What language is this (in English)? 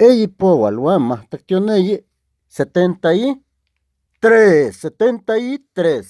Highland Puebla Nahuatl